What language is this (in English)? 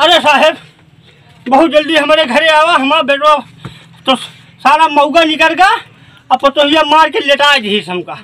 Awadhi